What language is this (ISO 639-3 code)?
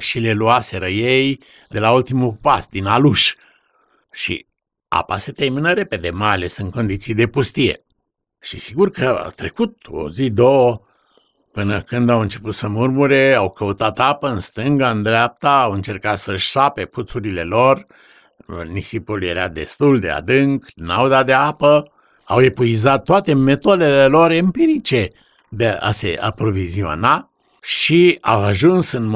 ron